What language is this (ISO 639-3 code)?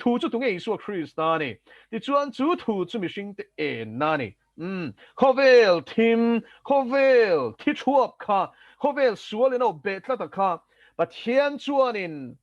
lus